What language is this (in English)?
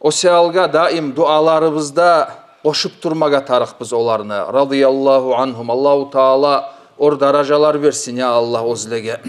Kumyk